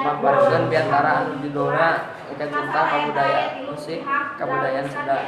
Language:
Sundanese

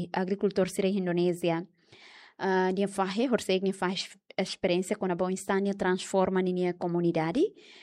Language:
Tetum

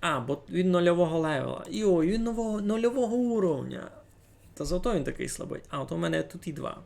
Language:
Rusyn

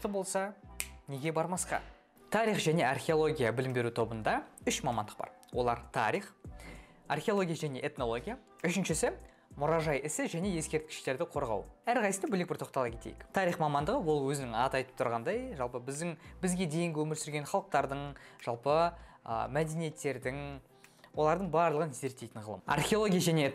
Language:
Kazakh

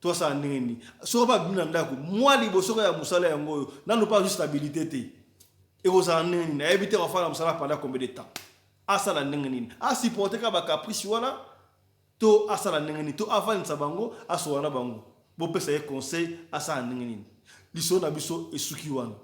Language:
Lingala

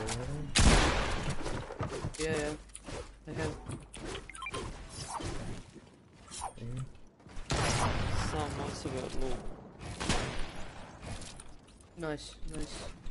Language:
Croatian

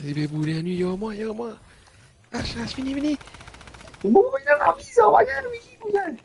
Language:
Morisyen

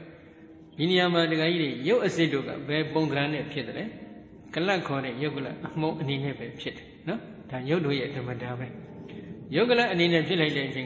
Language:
Burmese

